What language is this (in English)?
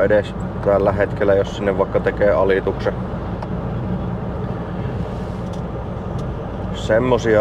Finnish